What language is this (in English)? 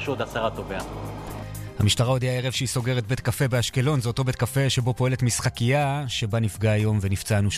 Hebrew